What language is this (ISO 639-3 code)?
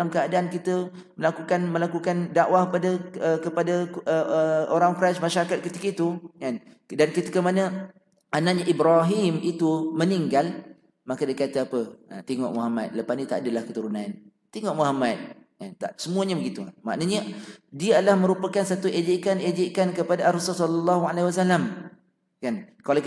msa